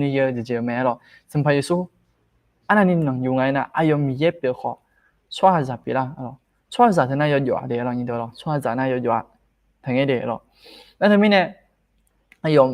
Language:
Akha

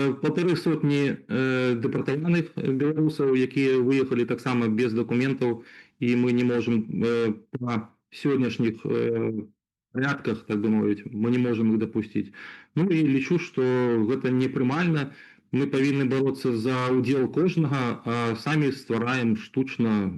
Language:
Belarusian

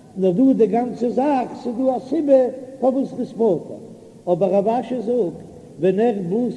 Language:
Yiddish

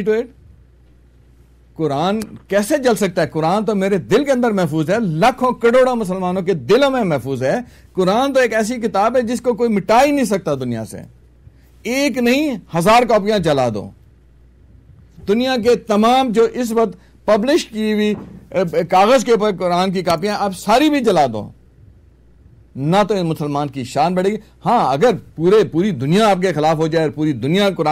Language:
Urdu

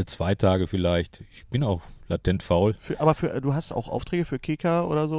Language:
German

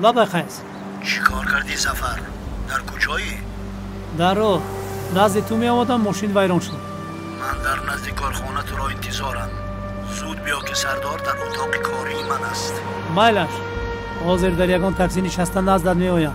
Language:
Tajik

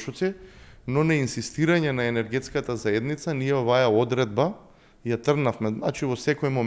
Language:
Macedonian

